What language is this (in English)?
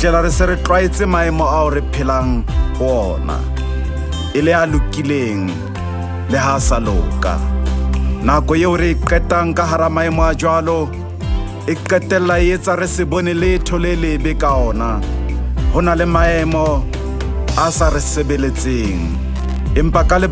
Southern Sotho